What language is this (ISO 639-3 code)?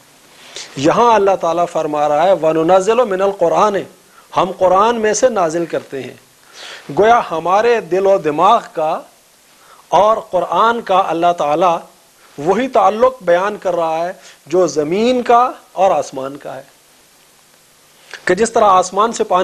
urd